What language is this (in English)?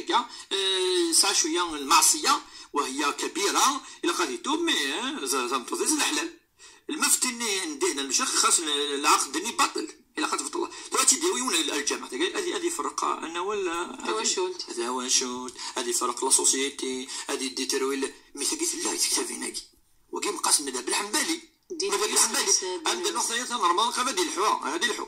Moroccan Arabic